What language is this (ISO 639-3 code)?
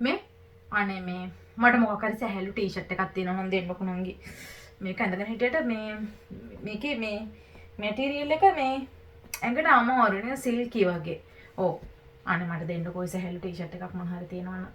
sin